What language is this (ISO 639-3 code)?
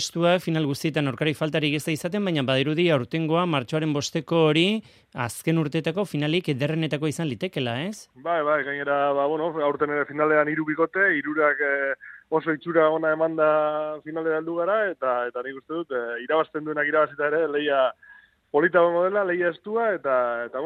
eus